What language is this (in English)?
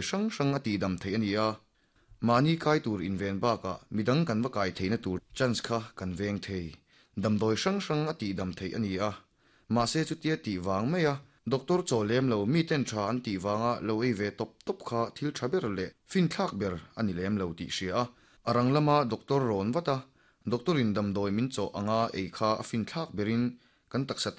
Mizo